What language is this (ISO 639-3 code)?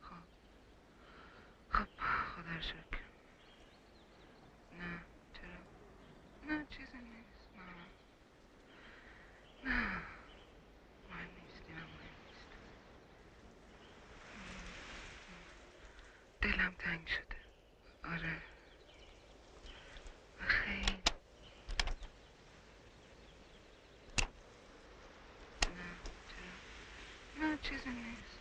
fas